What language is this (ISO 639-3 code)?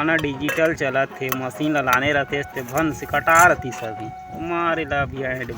hne